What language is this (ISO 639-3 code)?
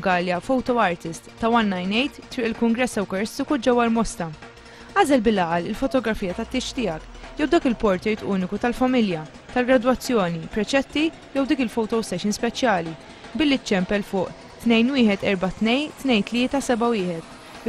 mlt